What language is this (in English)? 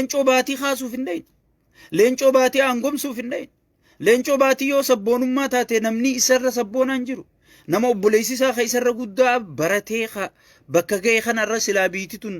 Oromo